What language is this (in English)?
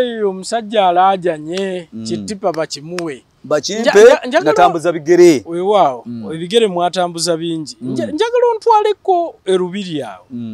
Ganda